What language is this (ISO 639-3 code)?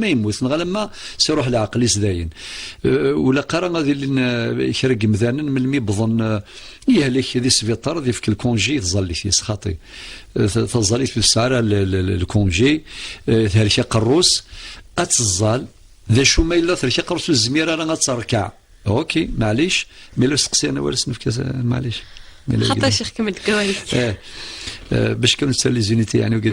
kab